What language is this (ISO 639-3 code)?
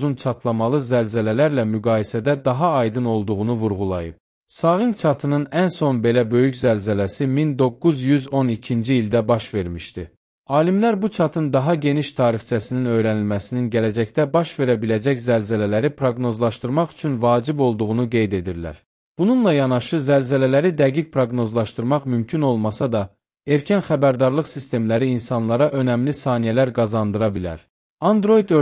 aze